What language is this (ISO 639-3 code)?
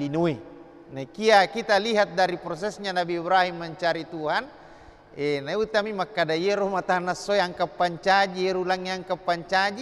bug